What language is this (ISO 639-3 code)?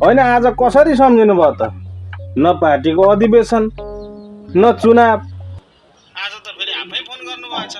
nep